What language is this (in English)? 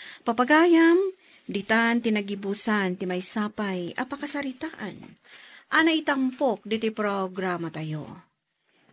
Iloko